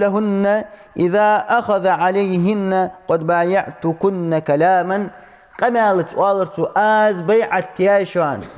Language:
Ingush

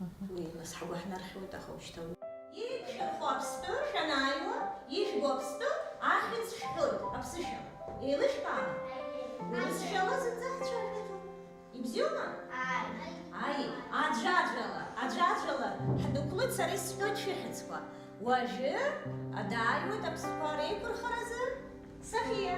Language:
Abkhazian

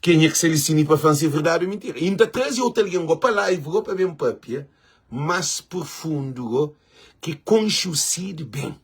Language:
Kabuverdianu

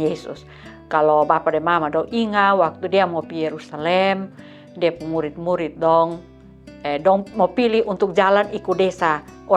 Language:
Kupang Malay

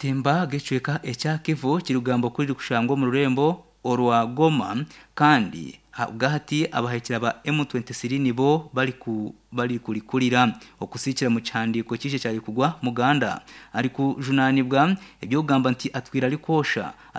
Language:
Nyankole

